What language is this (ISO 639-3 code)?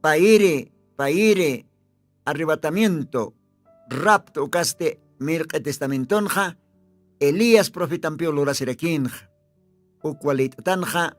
aym